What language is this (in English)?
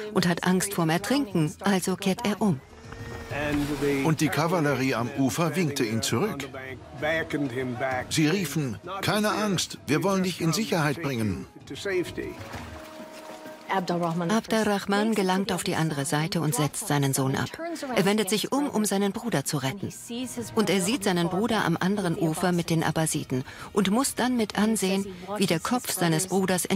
German